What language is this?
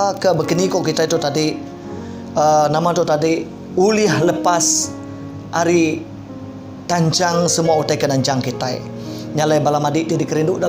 Iban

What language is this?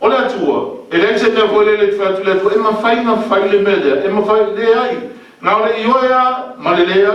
Samoan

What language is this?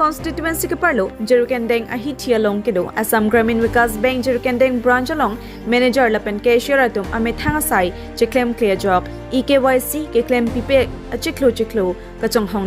Karbi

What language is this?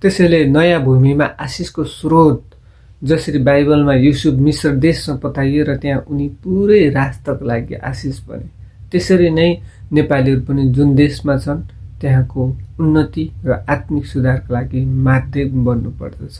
Nepali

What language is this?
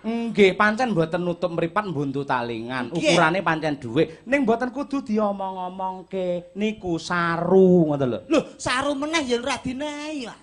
Javanese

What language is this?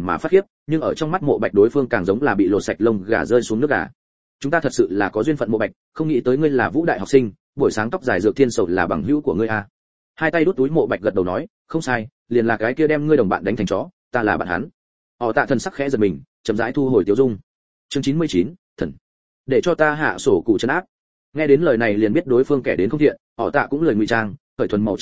Vietnamese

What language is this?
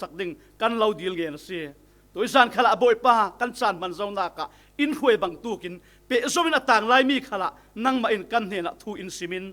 Falam Chin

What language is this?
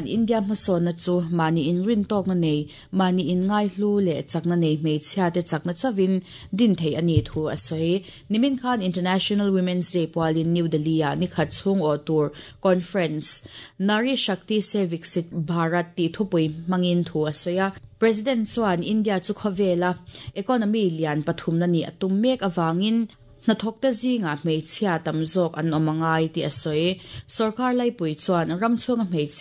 Mizo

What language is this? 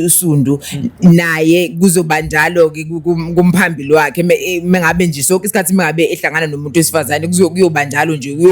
Zulu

